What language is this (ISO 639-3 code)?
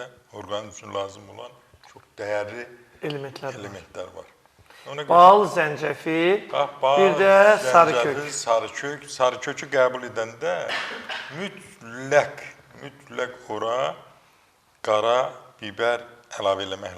aze